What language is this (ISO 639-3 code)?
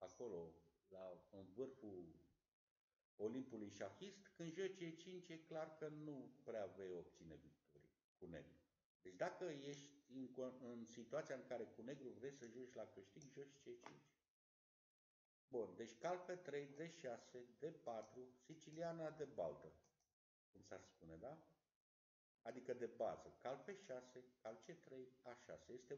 ron